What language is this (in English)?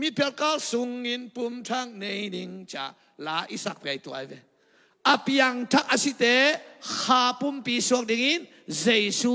Tedim Chin